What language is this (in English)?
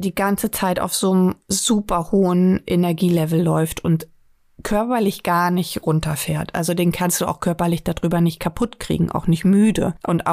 German